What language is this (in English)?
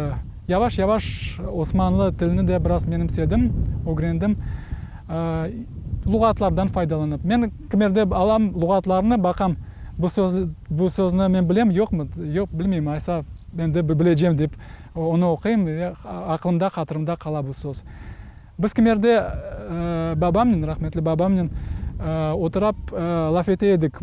Crimean Tatar